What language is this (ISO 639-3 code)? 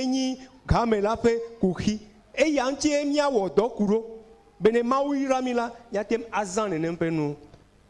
ewe